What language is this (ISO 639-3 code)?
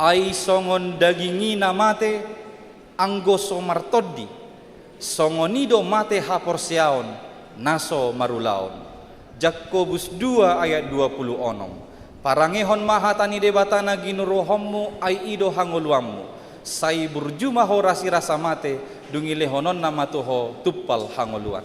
bbc